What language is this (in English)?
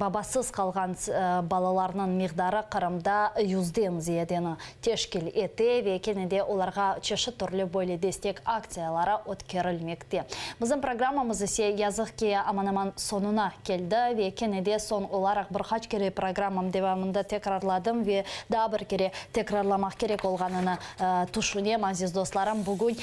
Crimean Tatar